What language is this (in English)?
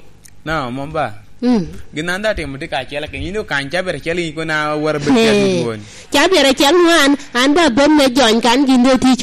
Lango (Uganda)